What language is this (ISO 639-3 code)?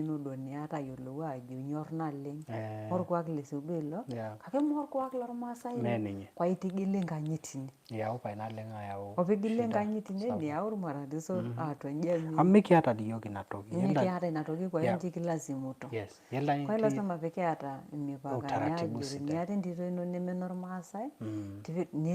mas